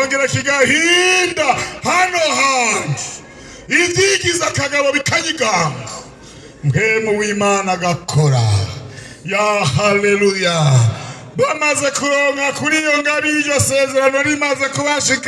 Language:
Rundi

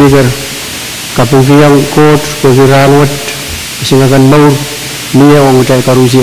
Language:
Pohnpeian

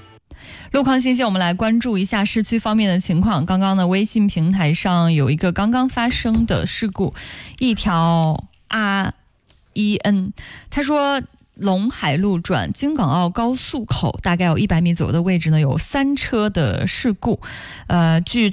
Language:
Chinese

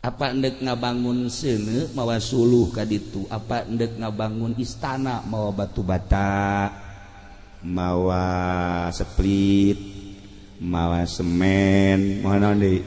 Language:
Sundanese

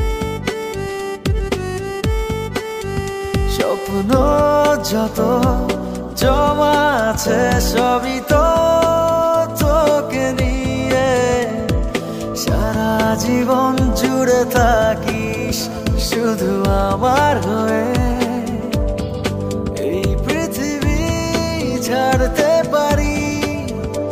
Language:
Bangla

